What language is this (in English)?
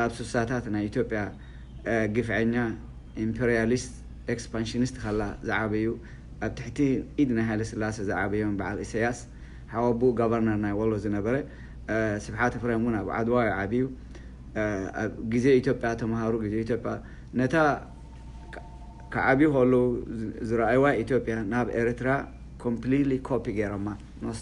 Tigrinya